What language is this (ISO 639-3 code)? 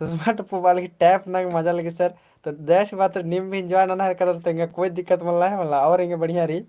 kru